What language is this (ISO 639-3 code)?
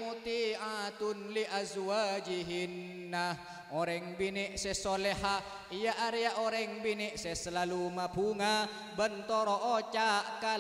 mad